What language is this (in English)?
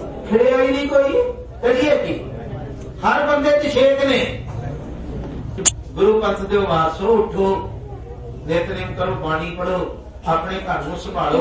Punjabi